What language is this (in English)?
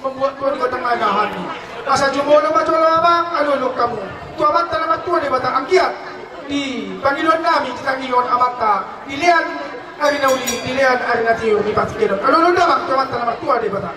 Batak Toba